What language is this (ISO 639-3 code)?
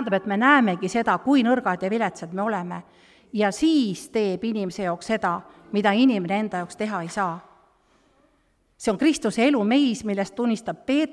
est